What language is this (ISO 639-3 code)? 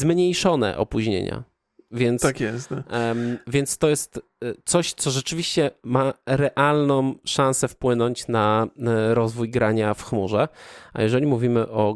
pol